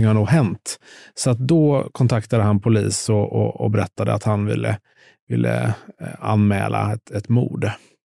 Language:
Swedish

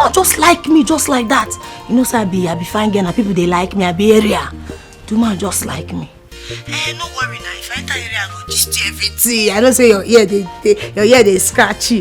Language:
Nigerian Pidgin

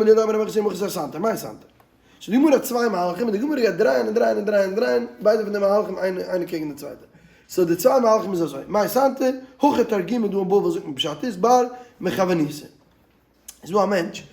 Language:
Yiddish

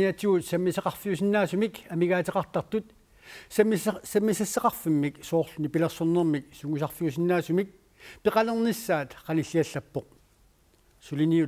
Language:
Kalaallisut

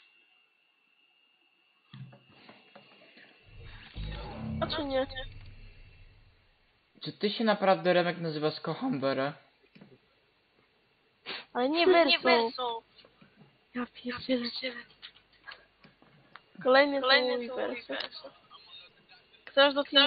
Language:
Polish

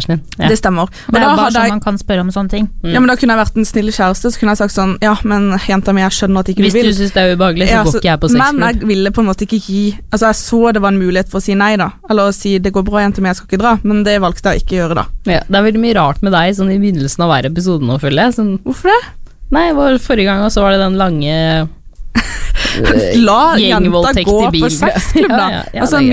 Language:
Norwegian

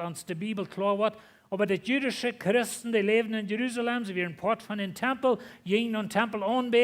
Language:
Plautdietsch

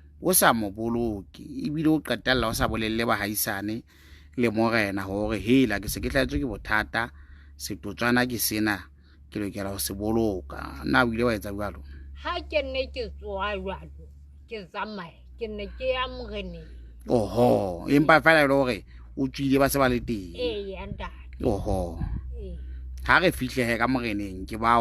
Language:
Southern Sotho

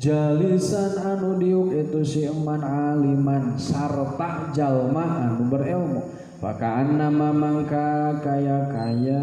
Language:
Sundanese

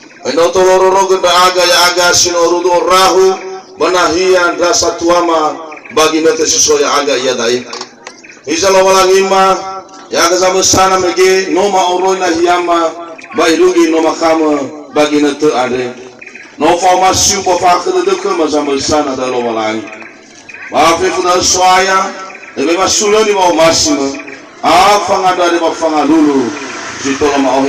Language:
Nias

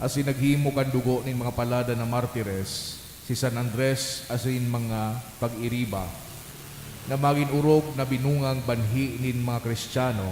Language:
Bikol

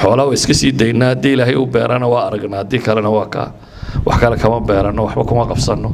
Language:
Somali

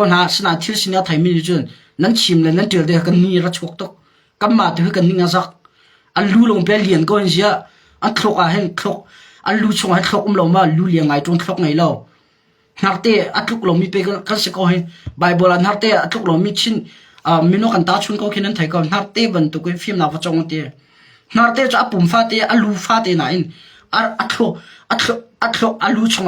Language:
Hakha Chin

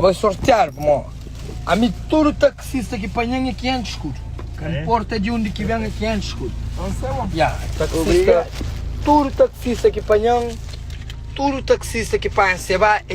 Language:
Kabuverdianu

